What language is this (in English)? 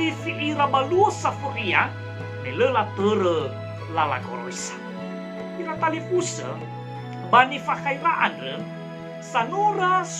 Nias